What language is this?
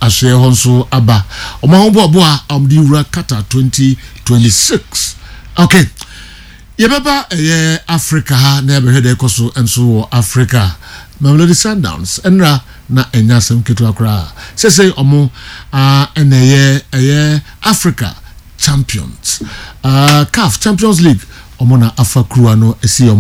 Akan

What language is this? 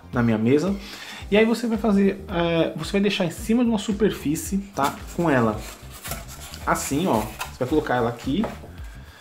Portuguese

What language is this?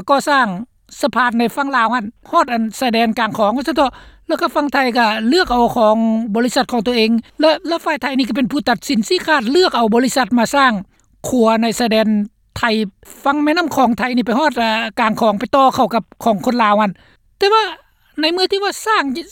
Lao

